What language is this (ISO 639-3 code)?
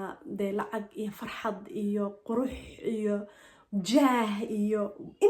som